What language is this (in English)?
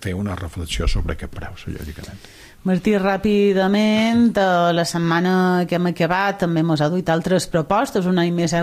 Catalan